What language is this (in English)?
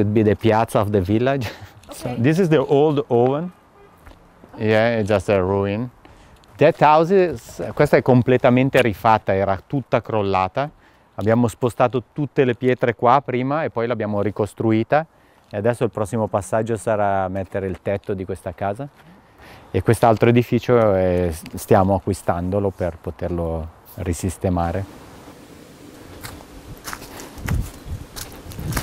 Italian